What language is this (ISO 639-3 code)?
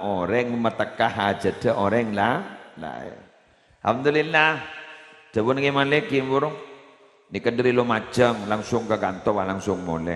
mad